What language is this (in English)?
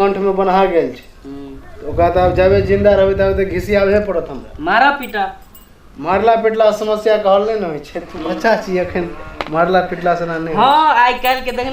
Maithili